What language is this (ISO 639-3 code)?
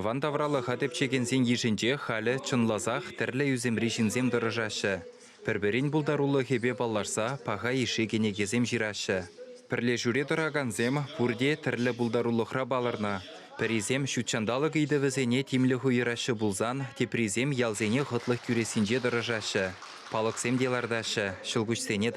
chv